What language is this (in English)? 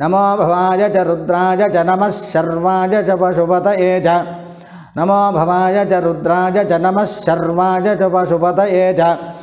Sanskrit